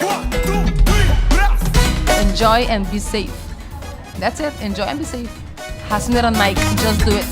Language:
Papiamento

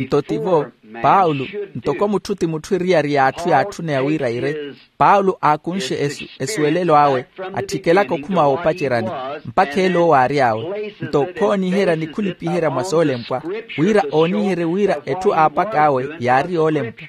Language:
Makhuwa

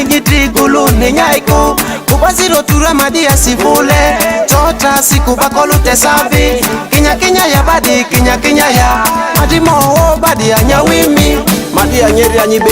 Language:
Ma'di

